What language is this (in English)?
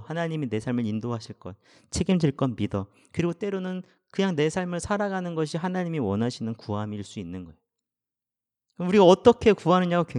Korean